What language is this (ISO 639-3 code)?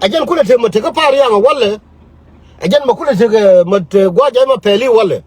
nus